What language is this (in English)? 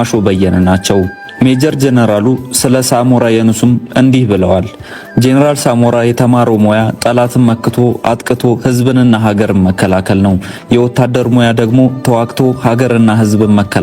Amharic